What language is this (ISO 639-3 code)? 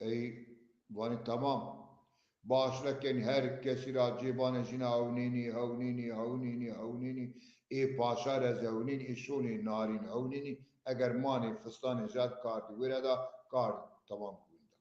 zza